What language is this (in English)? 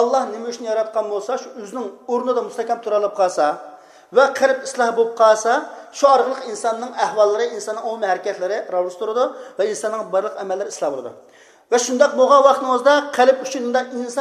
Uyghur